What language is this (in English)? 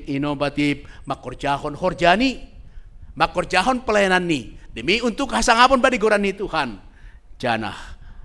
Batak Simalungun